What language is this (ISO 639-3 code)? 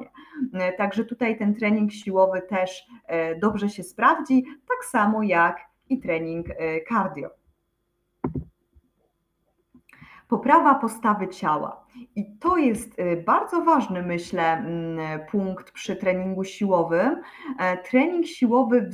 pol